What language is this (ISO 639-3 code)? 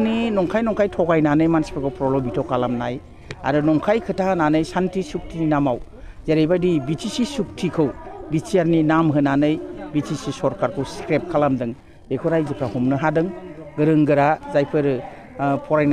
brx